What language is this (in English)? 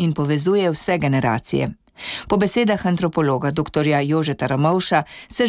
Slovenian